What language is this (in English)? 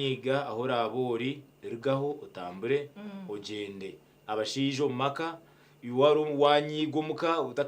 Nyankole